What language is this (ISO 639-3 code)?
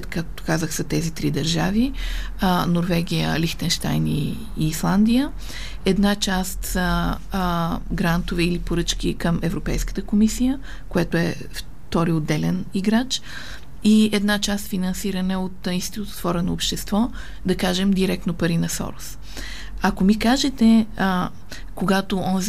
bul